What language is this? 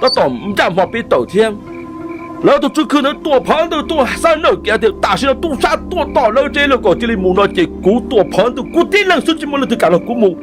Hmong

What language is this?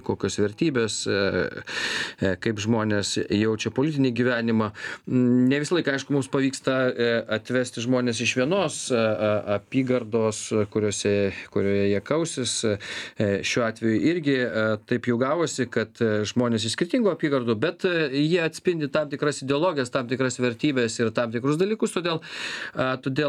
Lithuanian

